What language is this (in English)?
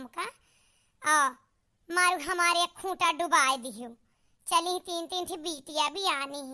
Awadhi